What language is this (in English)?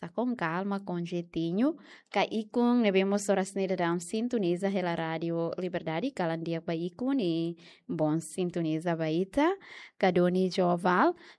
Tetum